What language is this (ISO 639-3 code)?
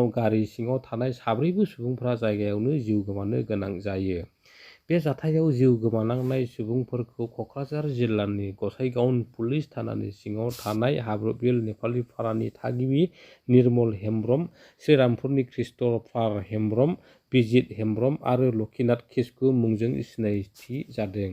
brx